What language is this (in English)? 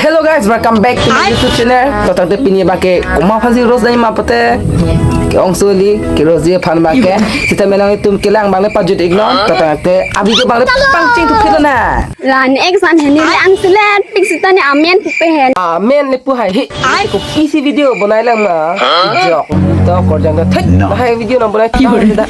Karbi